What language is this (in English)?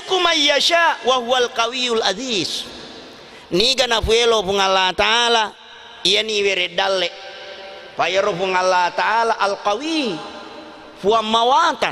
Buginese